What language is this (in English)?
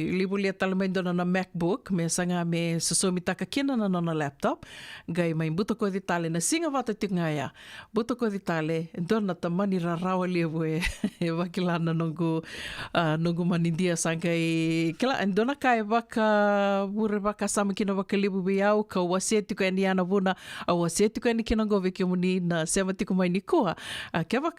Fijian